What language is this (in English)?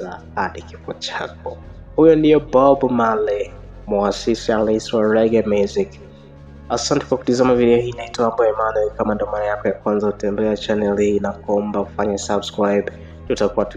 Swahili